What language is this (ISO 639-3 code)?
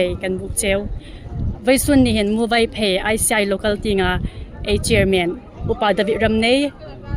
hmr